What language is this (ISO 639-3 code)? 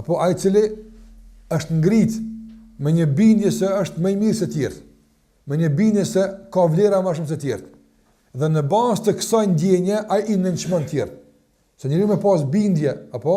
sqi